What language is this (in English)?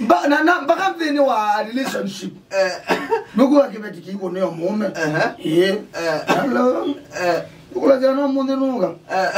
Kamba